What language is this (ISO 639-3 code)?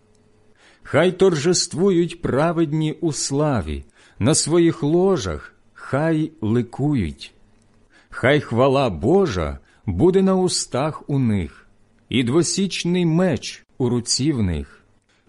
ukr